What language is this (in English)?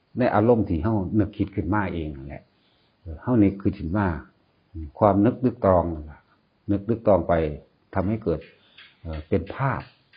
Northeastern Thai